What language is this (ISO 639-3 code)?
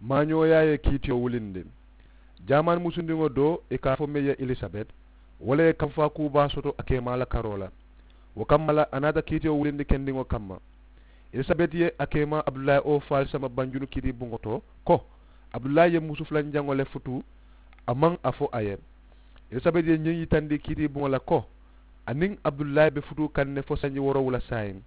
man